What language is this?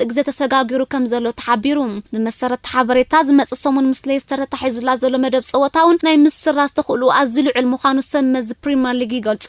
Tigrinya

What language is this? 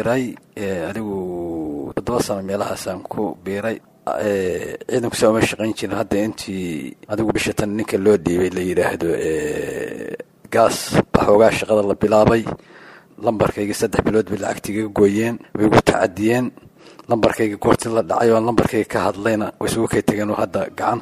Somali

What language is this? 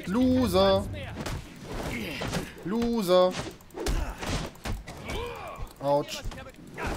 German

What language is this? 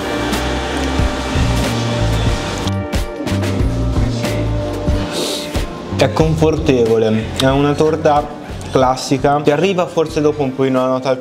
Italian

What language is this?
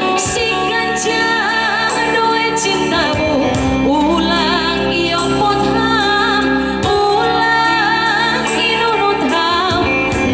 Batak Simalungun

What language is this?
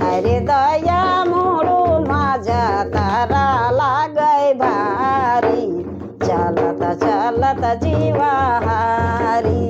Sadri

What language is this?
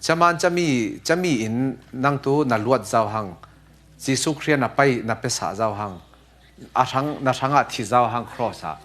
Falam Chin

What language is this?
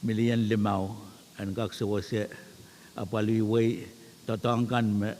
Pohnpeian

